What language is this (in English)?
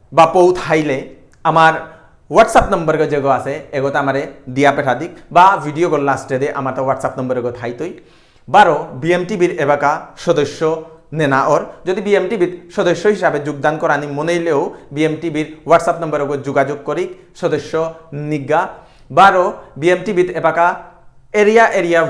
Bishnupriya